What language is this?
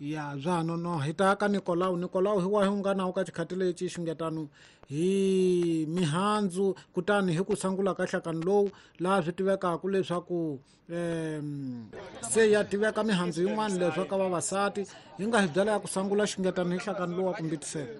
Tsonga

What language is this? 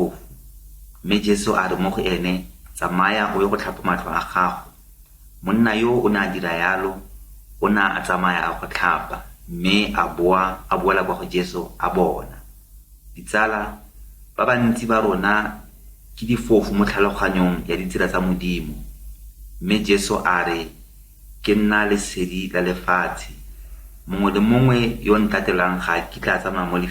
Tswana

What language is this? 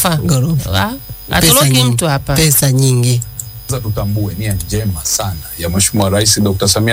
Swahili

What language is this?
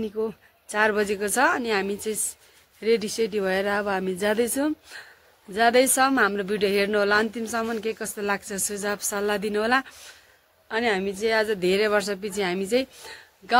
Nepali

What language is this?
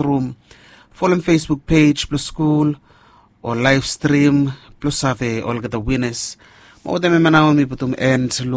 Bislama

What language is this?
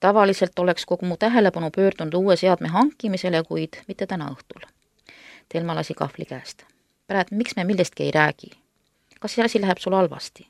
Estonian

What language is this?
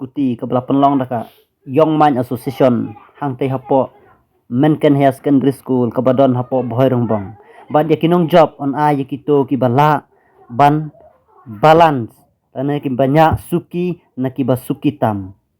Khasi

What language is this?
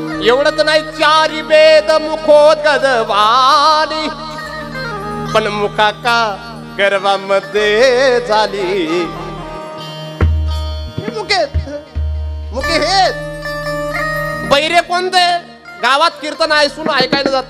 Marathi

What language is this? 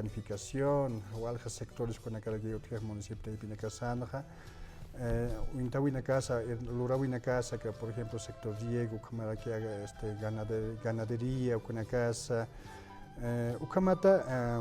Aymara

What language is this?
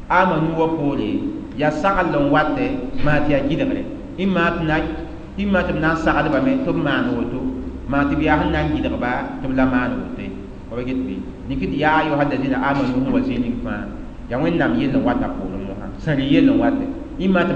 Mossi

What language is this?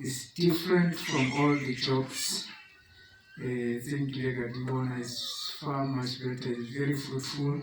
Tswana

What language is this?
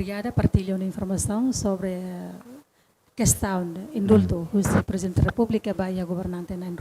Tetum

